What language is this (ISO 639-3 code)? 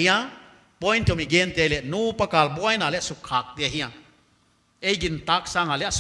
pck